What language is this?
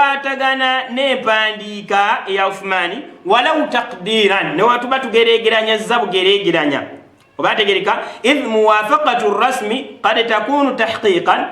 Ganda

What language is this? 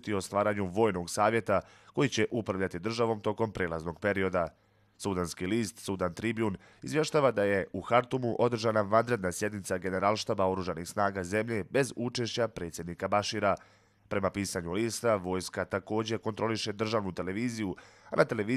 Bosnian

